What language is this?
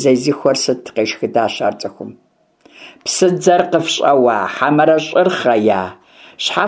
Kabardian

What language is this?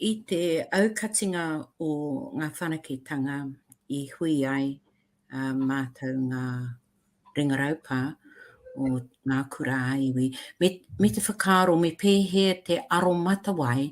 Māori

